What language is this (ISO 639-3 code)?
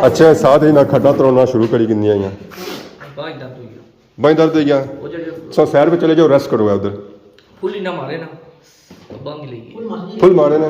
phr